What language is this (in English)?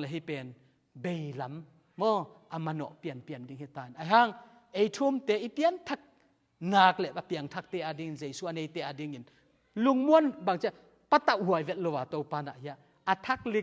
Tedim Chin